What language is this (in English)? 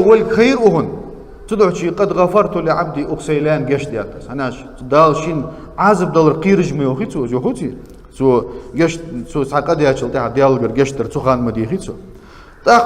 Ingush